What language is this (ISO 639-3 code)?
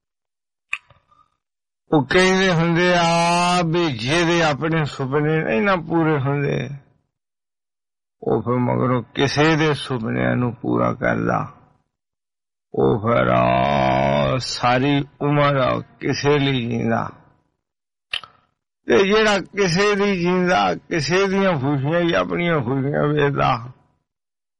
pan